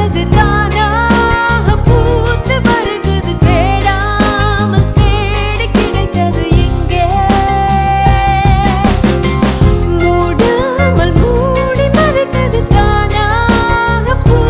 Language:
Tamil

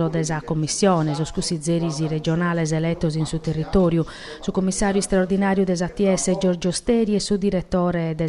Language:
Sardinian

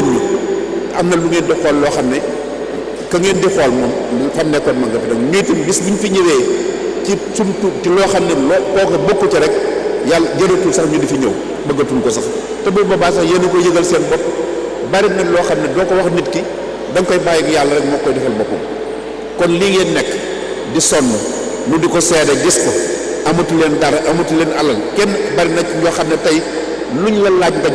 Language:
Wolof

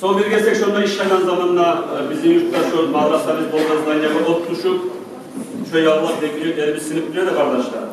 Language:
Kumyk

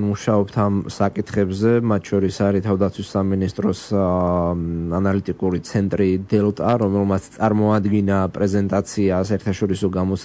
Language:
Georgian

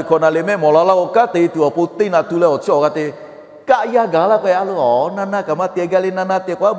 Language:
Lahu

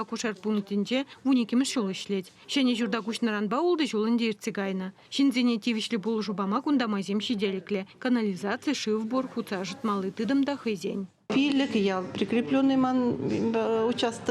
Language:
Chuvash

